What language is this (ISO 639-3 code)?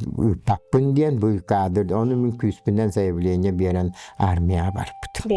sah